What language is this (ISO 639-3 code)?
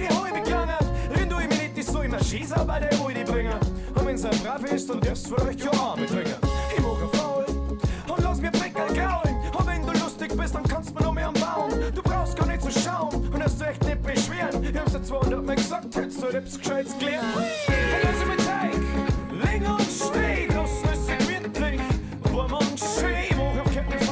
bar